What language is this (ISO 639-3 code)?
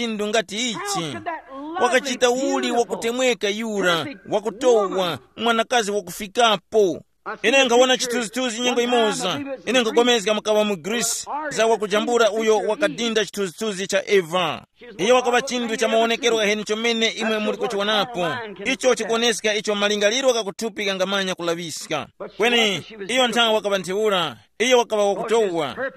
tum